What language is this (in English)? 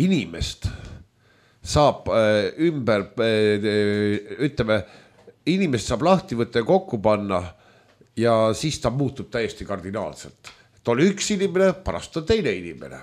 Estonian